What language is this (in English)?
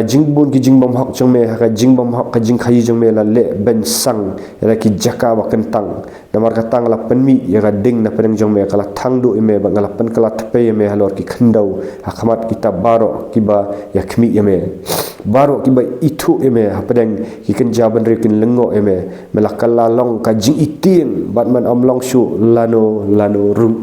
Khasi